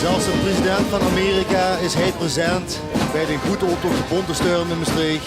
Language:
Limburgish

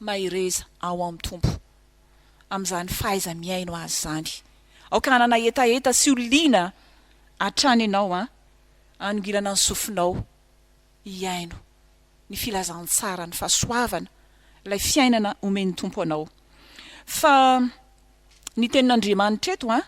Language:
Malagasy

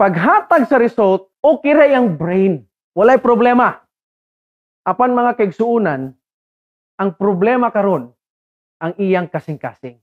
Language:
Cebuano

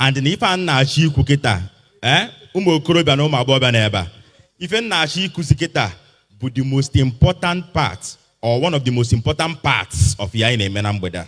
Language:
Igbo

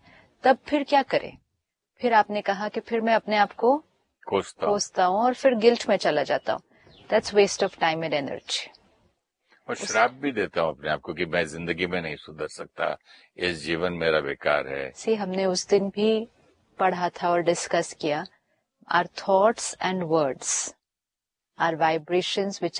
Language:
Hindi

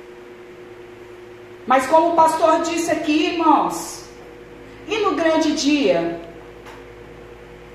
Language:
Portuguese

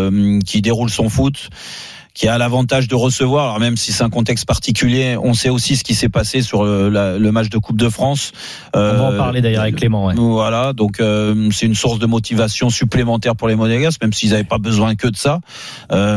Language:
French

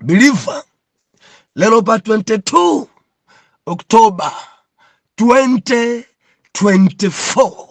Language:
Nyanja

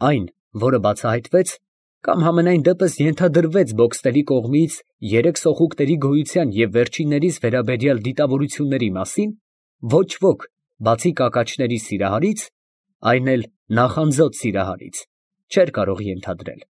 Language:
Armenian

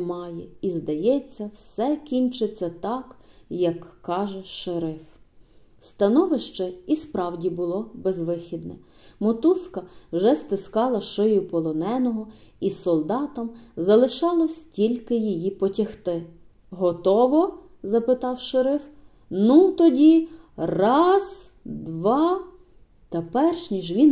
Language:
Ukrainian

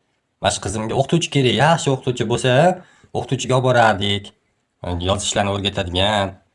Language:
Uzbek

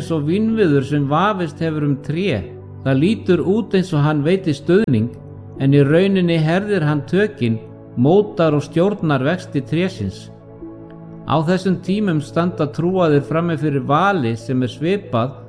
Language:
Icelandic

